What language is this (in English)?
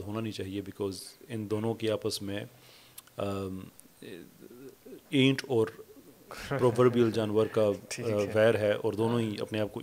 Urdu